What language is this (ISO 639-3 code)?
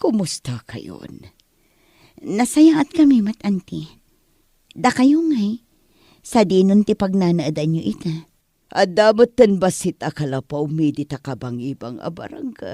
ilo